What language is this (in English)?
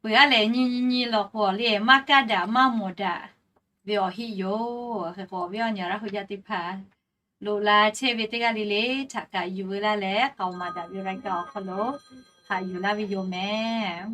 Lahu